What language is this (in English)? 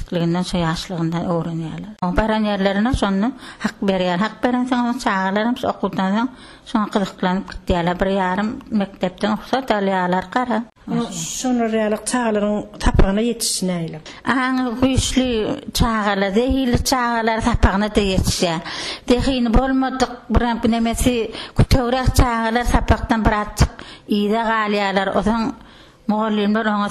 Turkmen